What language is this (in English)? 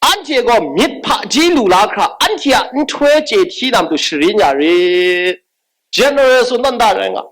Kachin